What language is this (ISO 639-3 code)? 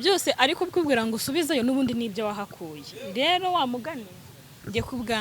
kin